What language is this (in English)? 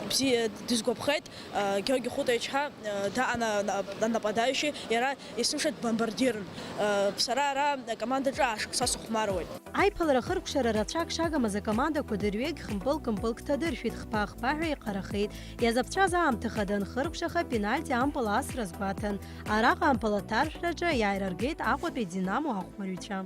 Abkhazian